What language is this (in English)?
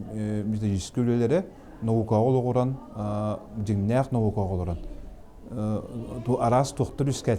Yakut